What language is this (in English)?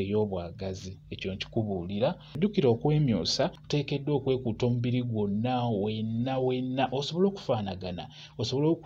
Ganda